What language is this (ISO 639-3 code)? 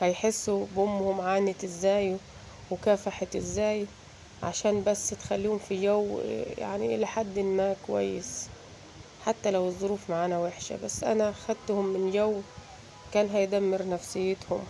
arz